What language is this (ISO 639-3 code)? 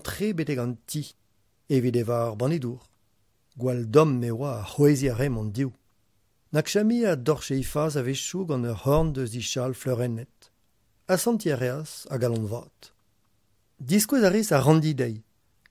bre